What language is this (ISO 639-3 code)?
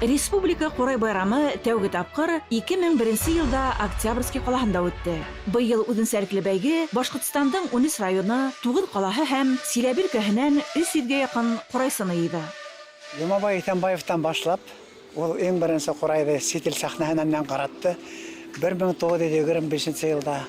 bak